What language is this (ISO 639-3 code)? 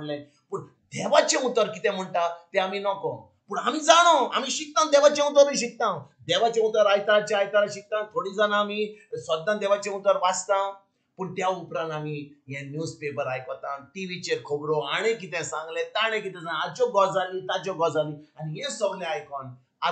kok